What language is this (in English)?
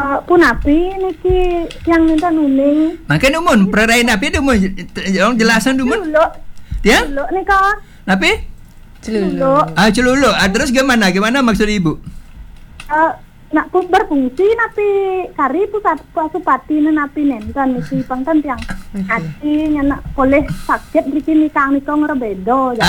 Balinese